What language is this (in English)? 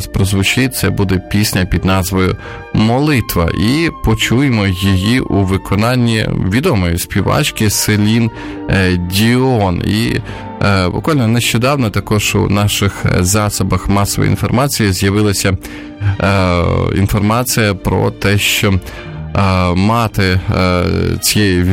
Ukrainian